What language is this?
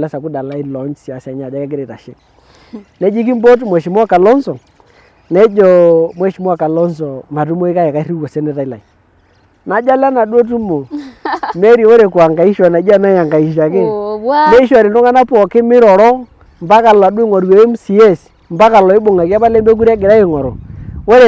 Masai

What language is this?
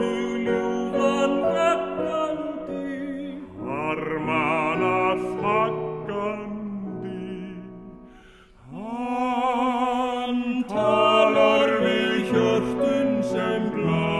Icelandic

